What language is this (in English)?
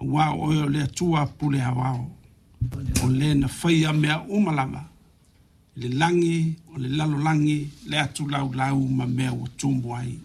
Samoan